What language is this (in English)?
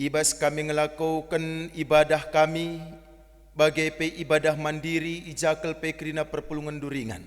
Batak Karo